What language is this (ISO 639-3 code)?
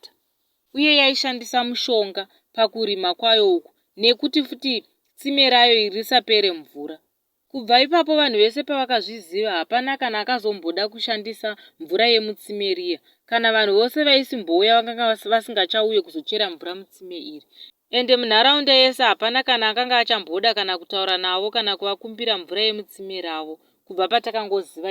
sna